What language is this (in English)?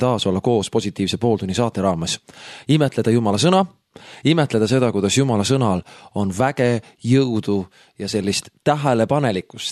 Estonian